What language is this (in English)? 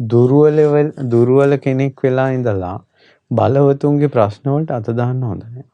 Sinhala